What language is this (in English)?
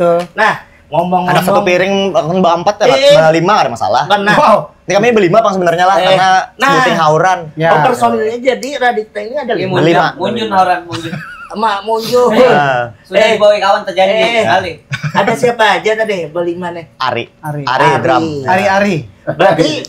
Banjar